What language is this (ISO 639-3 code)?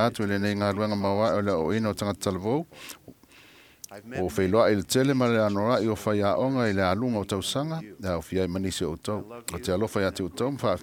smo